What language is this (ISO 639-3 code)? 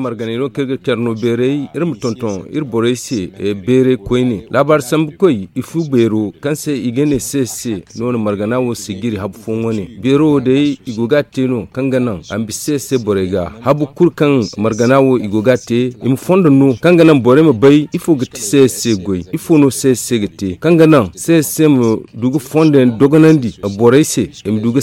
dje